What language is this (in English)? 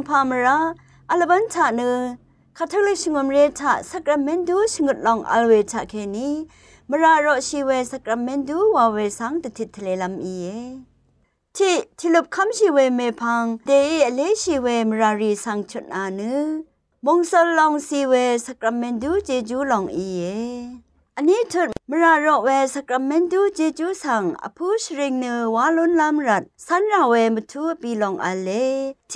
Rawang